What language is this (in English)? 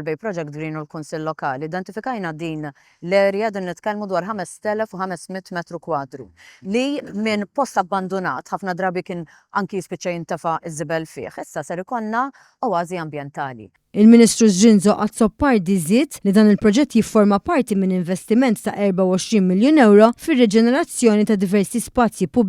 Maltese